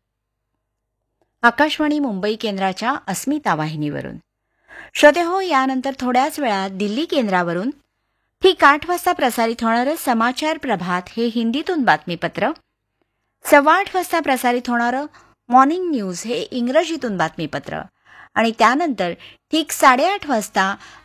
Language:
Marathi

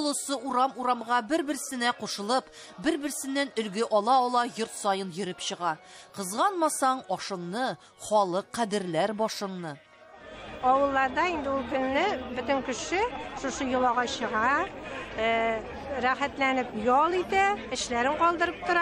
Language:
Tatar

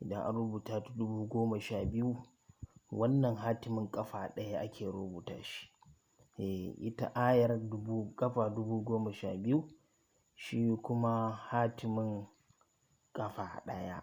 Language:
Hausa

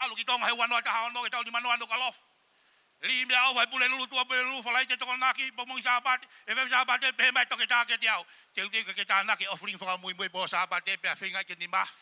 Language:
Tongan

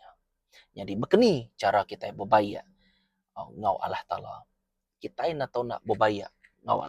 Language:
Iban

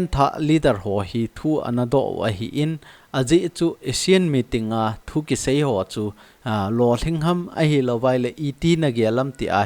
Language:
Thado Chin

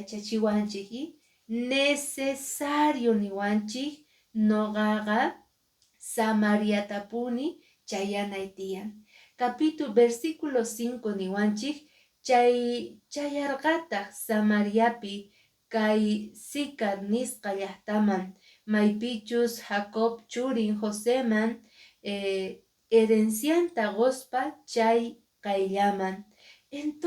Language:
Quechua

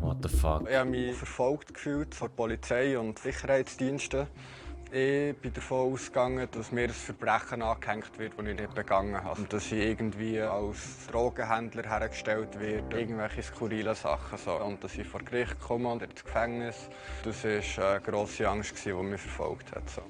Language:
Swiss German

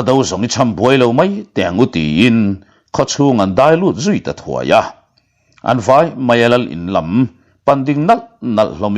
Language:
Mizo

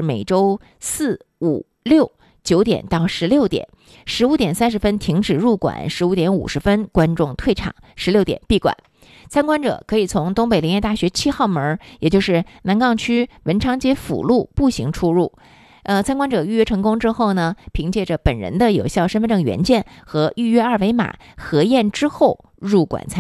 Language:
Chinese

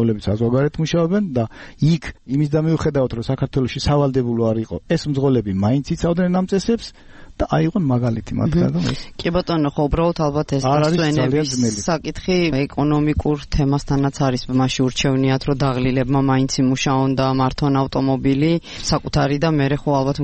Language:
Georgian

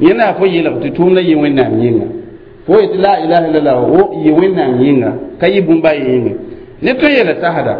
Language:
Mossi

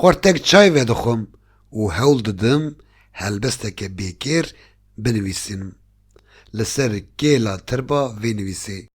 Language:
Kurdish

